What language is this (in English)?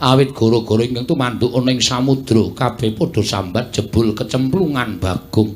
Javanese